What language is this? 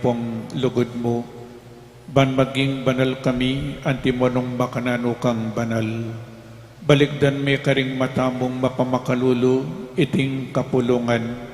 Pampanga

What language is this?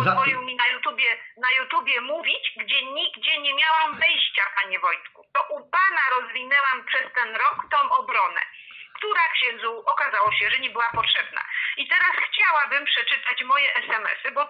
Polish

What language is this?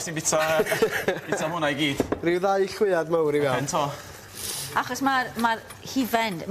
Welsh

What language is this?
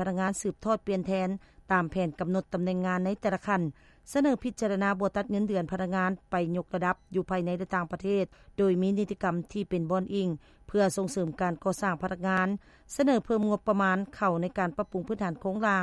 Lao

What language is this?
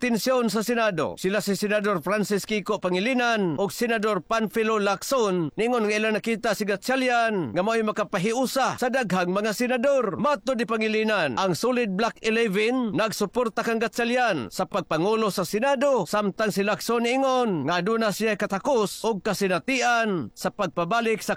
Cebuano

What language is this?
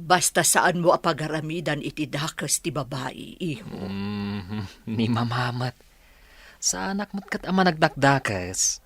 Iloko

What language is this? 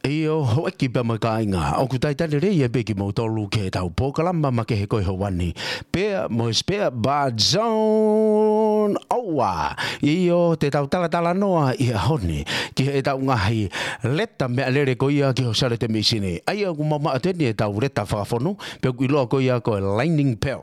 Tongan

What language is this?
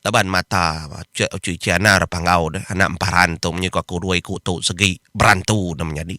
Iban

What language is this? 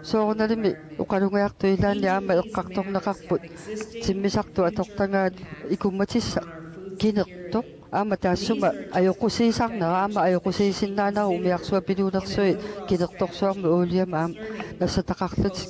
Kalaallisut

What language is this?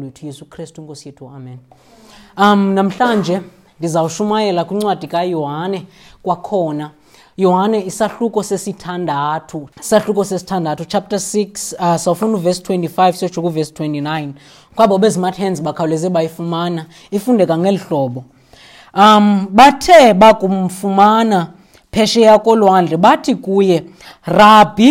Xhosa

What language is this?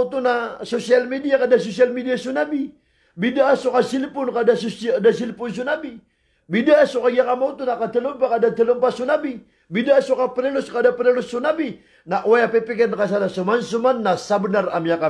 Maranao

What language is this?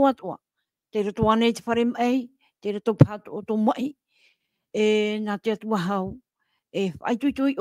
Tahitian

